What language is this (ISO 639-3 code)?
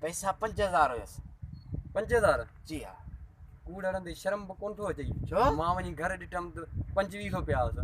snd